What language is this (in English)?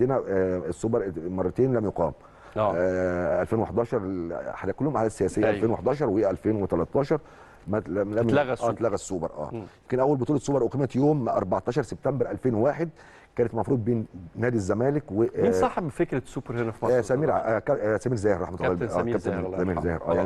Egyptian Arabic